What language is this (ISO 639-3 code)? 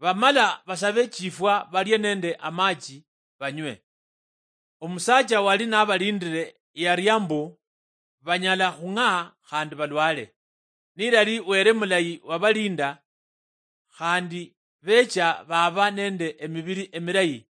luy